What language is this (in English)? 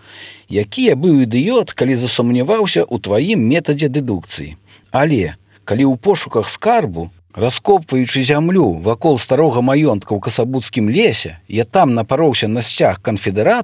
Belarusian